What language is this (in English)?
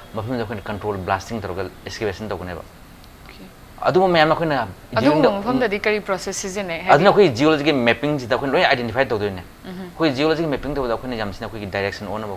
Manipuri